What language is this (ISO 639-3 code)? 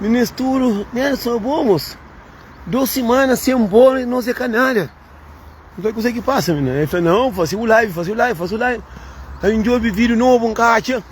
kea